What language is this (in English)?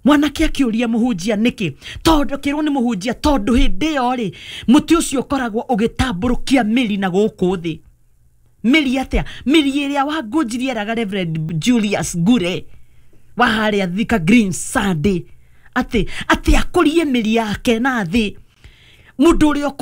Kikuyu